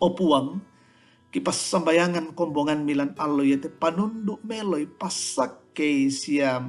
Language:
Toraja-Sa'dan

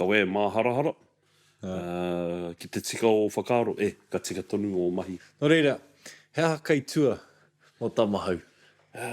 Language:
Māori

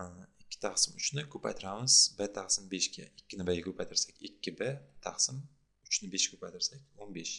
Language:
Uzbek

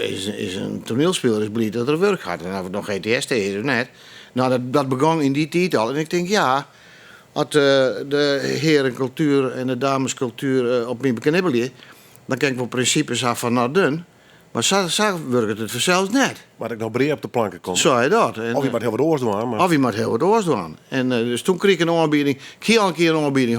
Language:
Western Frisian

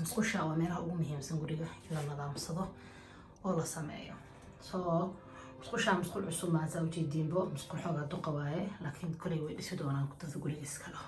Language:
Somali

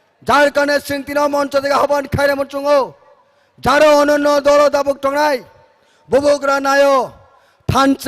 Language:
Kok Borok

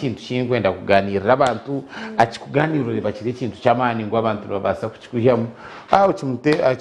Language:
Nyankole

